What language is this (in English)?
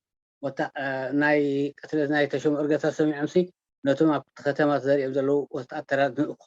Tigrinya